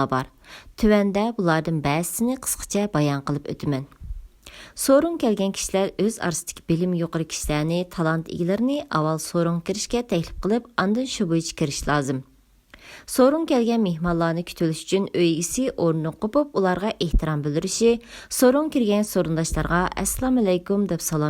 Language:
Uyghur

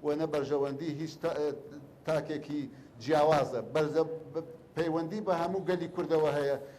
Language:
Central Kurdish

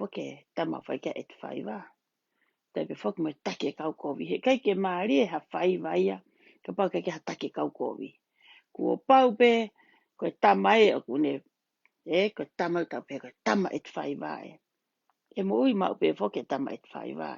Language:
Tongan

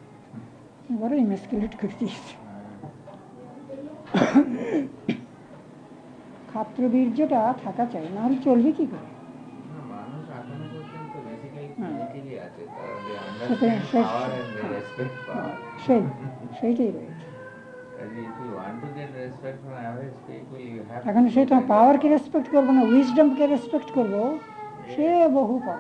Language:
Bangla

